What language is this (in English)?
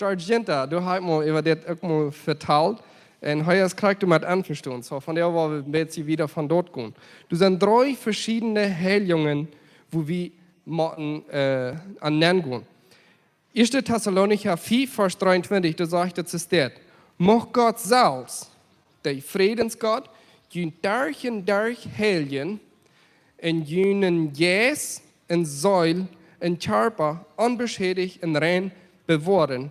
Plautdietsch